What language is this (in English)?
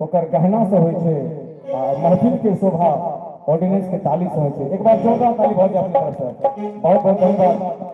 Maithili